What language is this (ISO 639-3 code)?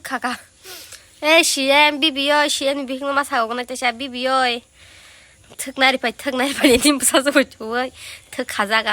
trp